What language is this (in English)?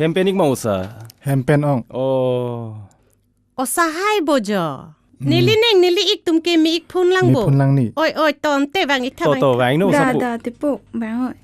Karbi